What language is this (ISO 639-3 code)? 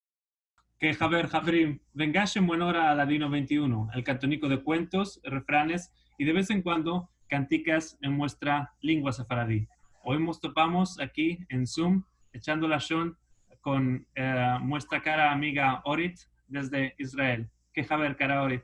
lad